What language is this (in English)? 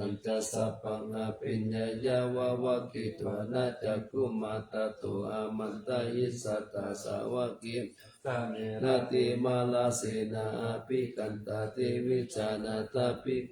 Pali